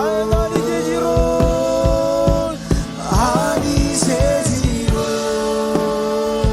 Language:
Marshallese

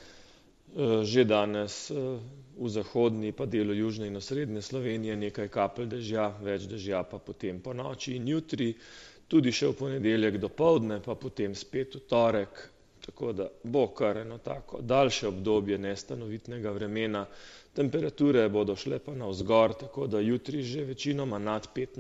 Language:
Slovenian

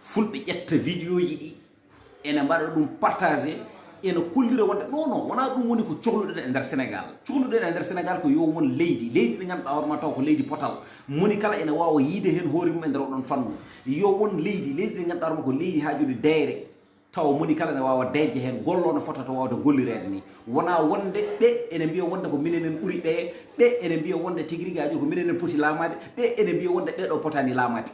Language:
Fula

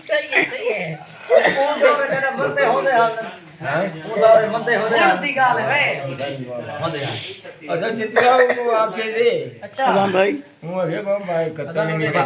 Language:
Saraiki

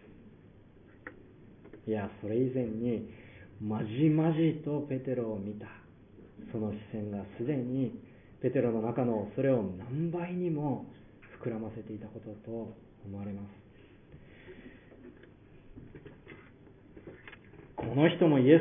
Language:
Japanese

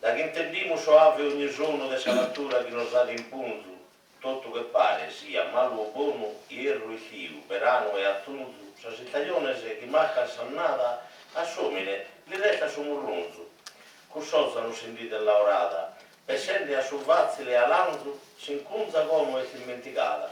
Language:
Sardinian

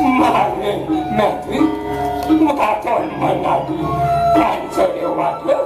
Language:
Balinese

